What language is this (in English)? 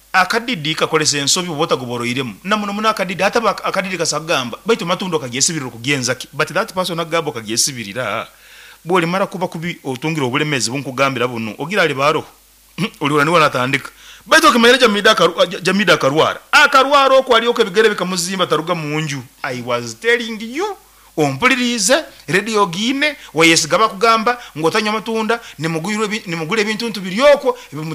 Nyoro